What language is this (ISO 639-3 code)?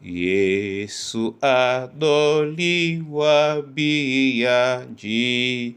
dua